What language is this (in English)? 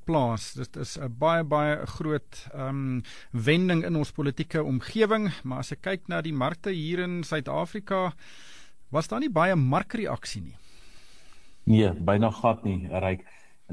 Afrikaans